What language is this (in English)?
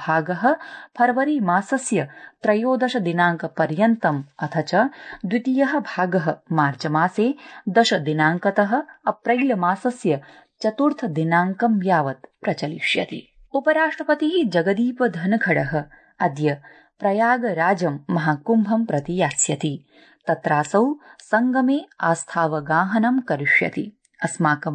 Sanskrit